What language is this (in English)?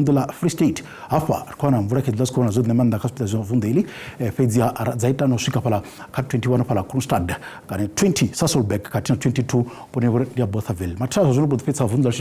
Venda